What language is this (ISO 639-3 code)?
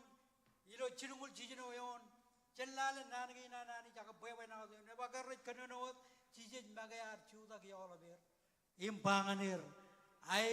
mah